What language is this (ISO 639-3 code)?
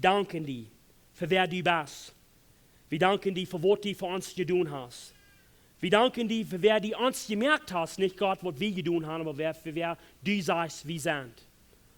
pdt